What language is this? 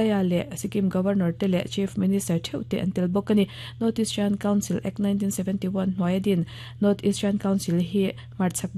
Mizo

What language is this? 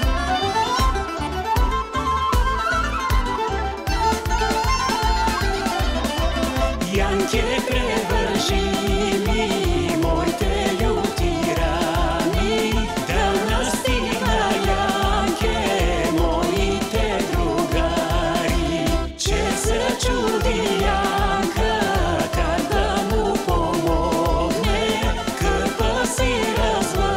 Bulgarian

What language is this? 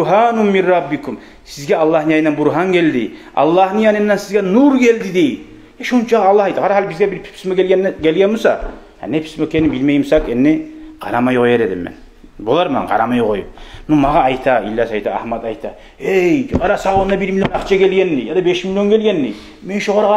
Kumyk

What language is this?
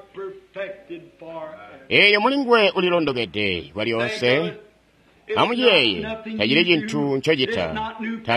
Tonga (Zambia)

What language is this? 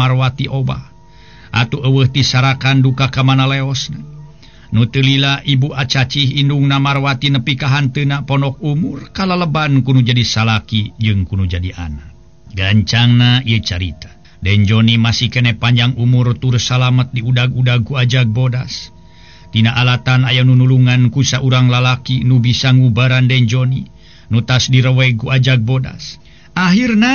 Sundanese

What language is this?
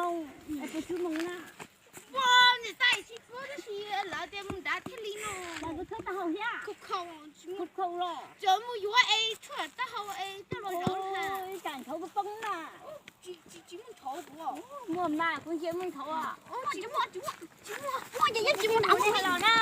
Hmong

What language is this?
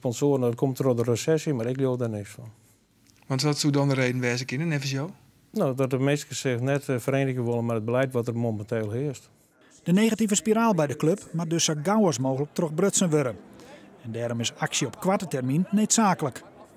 Western Frisian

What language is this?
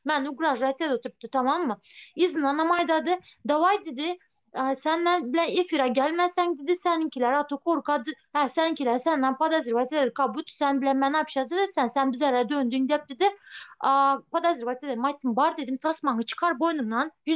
Turkmen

